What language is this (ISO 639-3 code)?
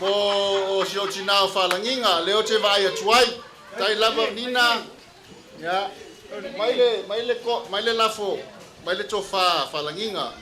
smo